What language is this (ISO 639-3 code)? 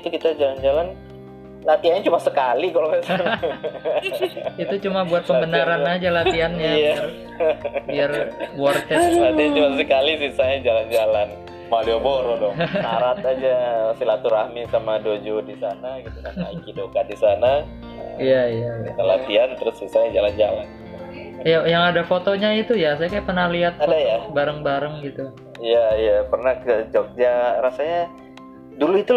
ind